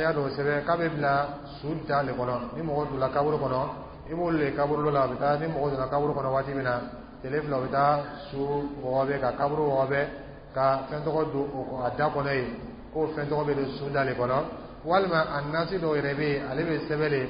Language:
Dyula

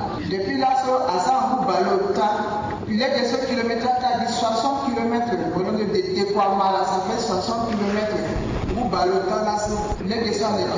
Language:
Sango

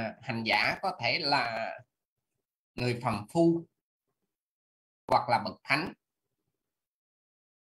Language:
Vietnamese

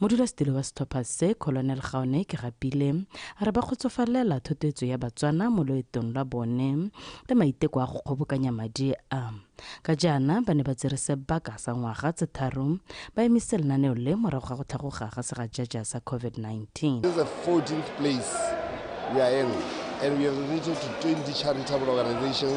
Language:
Tswana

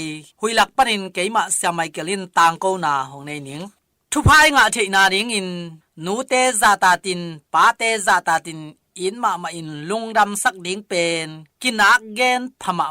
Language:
Tedim Chin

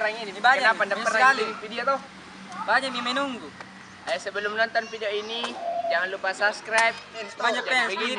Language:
Makassar Malay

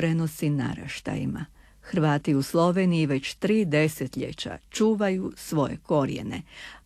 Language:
Croatian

